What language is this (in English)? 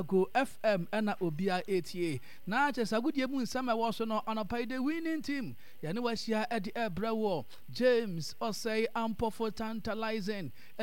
Akan